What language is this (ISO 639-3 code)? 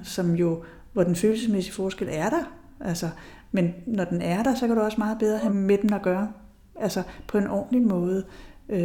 dan